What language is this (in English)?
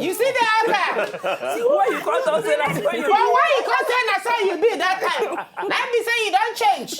Nigerian Pidgin